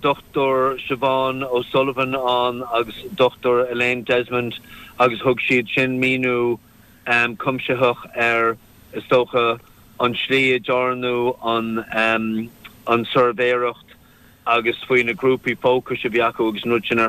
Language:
Irish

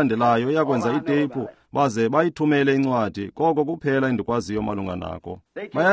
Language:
Xhosa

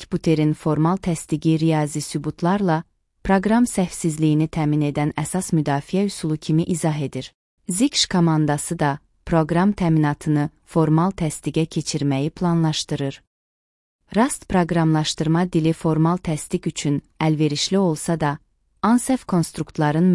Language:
Azerbaijani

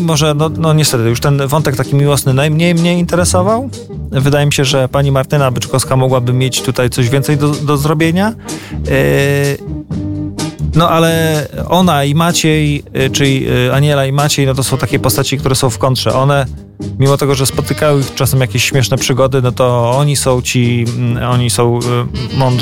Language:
Polish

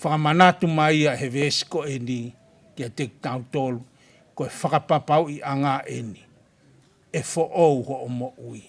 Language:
Tongan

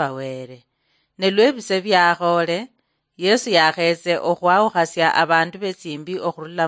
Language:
Luyia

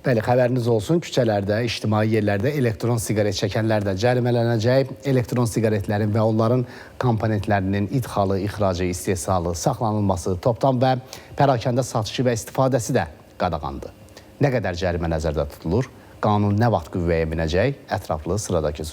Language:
Azerbaijani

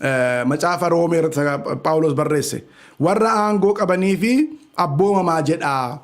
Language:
Oromo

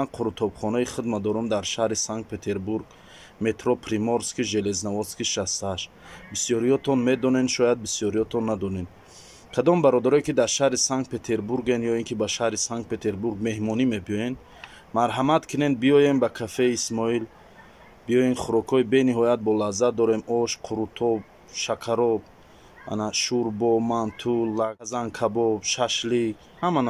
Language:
Tajik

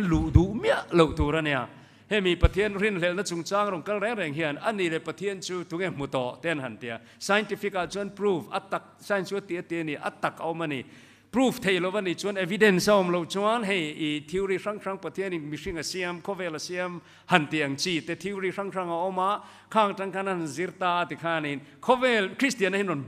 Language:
Mizo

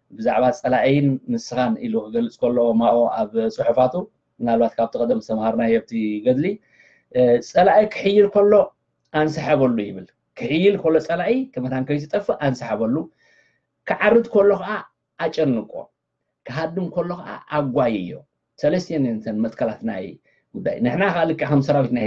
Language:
Tigrinya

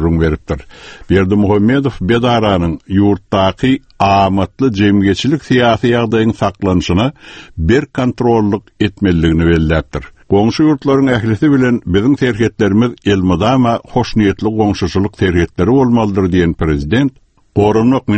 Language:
Turkmen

